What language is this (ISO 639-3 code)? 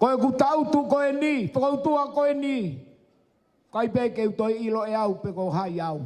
ton